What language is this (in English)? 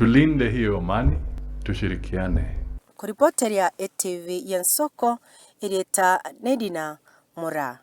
Gusii